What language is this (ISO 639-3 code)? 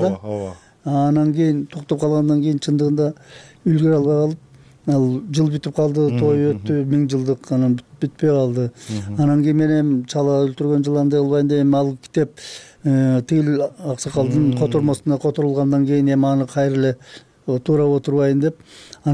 kir